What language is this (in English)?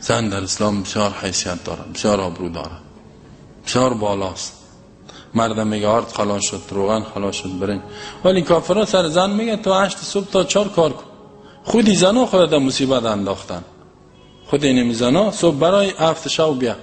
Persian